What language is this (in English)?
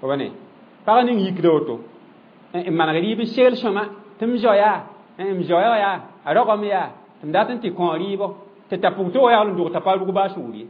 Mossi